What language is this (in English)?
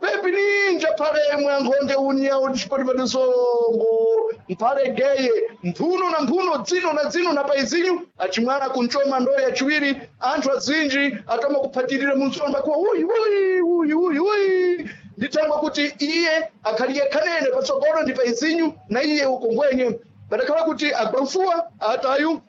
Sena